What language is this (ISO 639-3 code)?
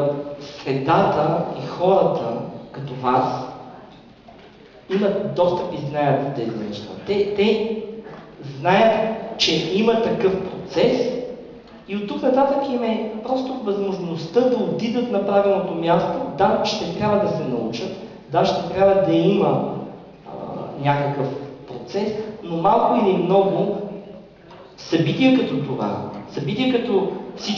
bul